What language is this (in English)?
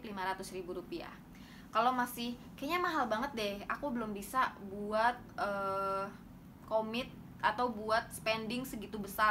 Indonesian